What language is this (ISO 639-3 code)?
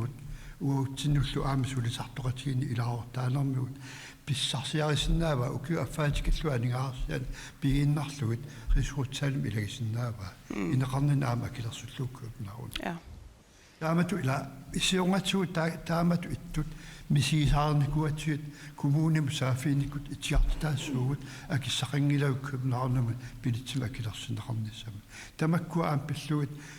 kal